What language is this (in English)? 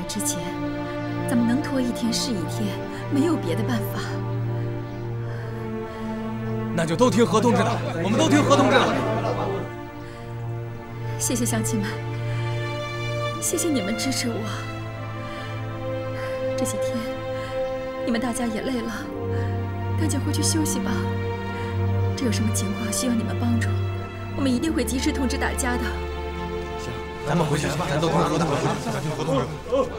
Chinese